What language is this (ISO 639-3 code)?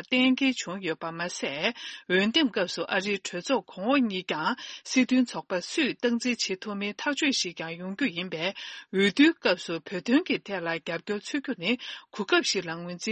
bod